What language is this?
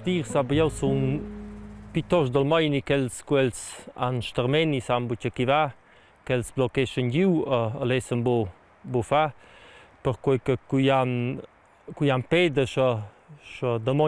Romansh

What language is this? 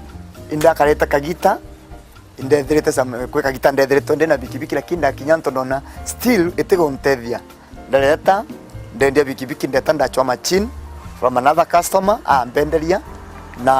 Meru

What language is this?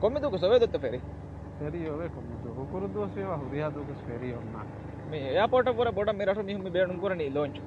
Divehi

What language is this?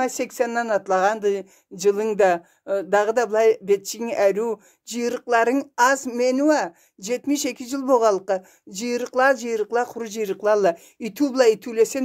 Karachay-Balkar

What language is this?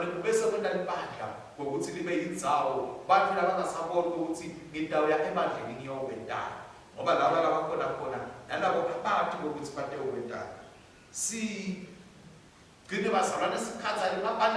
Swati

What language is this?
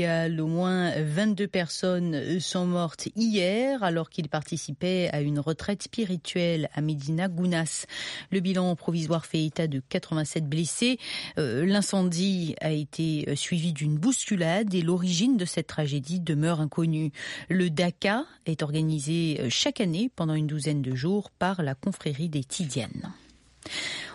French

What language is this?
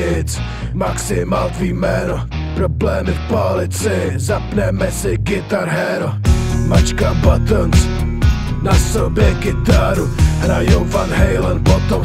Czech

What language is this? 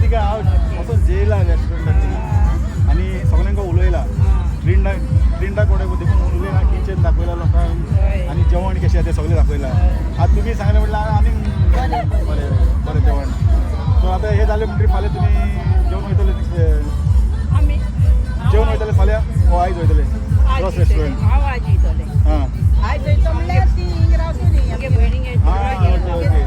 Konkani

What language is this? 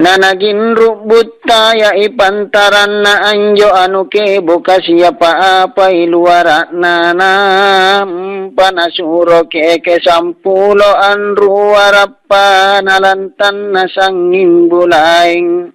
Makasar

